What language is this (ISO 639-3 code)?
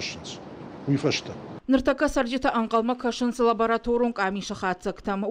oss